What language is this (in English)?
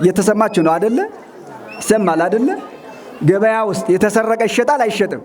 Amharic